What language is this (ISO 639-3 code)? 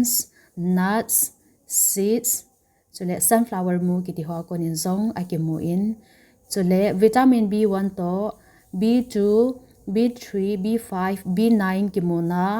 tcz